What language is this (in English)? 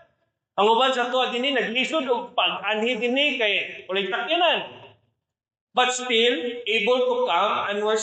Cebuano